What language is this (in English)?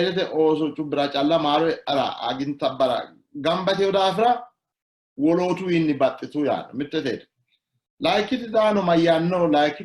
Sidamo